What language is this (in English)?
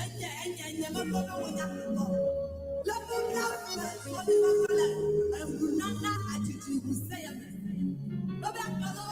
Ewe